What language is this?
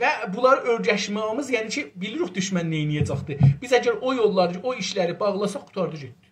South Azerbaijani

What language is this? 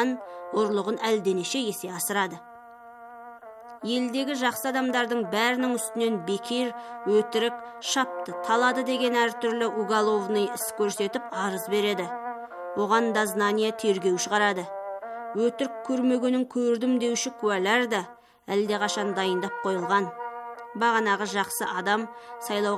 Kazakh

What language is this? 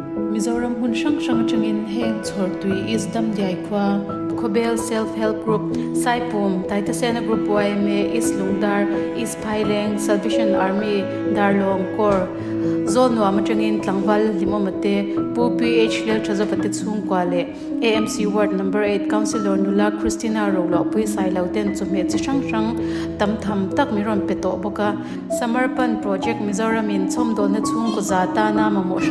Mizo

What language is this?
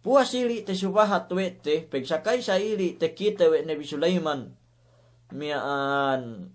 Yakan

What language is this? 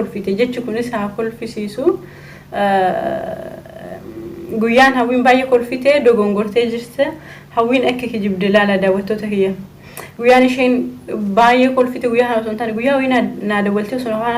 Oromo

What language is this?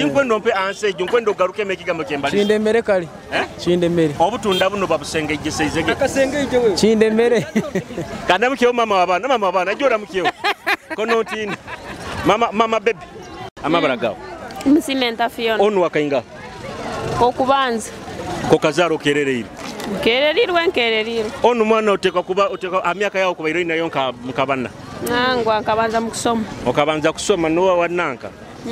Nyoro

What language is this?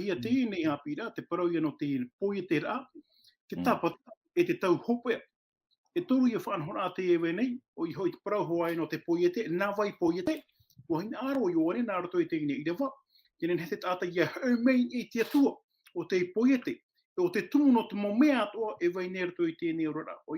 Tahitian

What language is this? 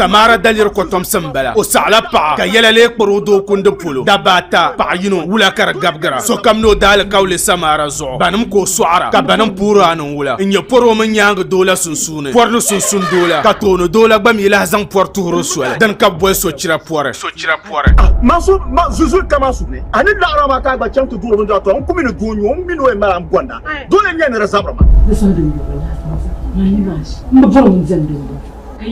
Dagbani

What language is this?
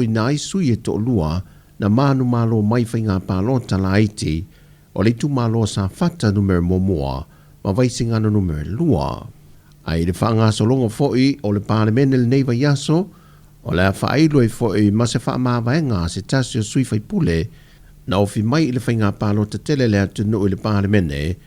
Samoan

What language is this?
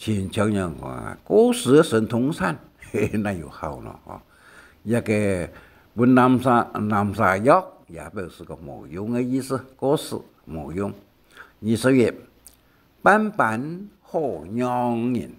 Hakka Chinese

